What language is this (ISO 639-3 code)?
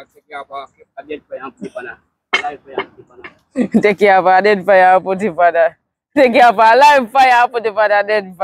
jam